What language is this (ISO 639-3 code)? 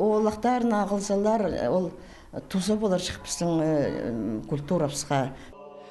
kjh